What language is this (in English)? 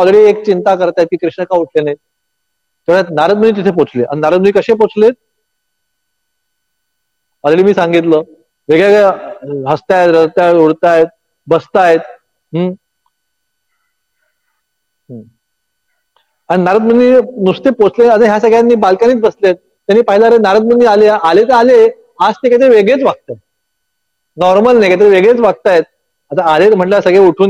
Marathi